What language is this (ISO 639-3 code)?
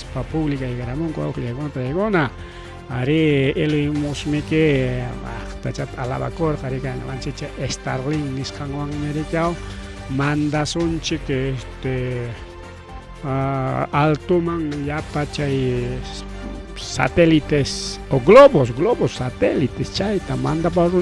quy